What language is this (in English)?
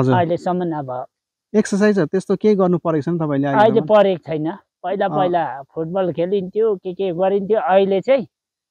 Nepali